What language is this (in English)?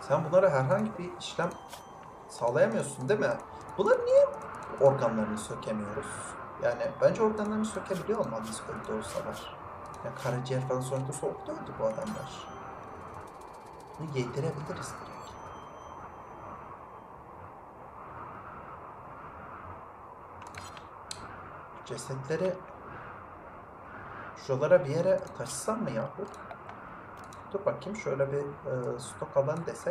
Turkish